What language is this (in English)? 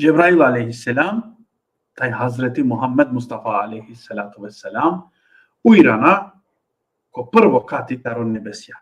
Balkan Romani